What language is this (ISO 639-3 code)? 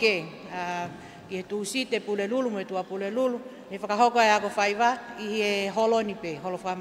ton